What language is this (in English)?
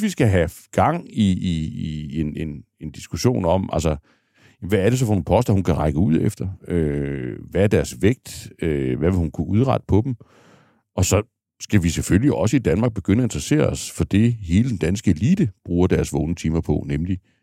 Danish